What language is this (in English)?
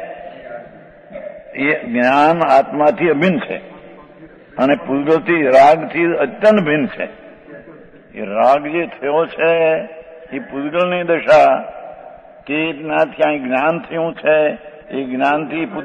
Gujarati